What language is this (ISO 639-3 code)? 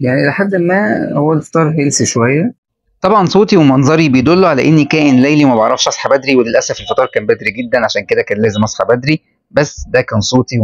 arz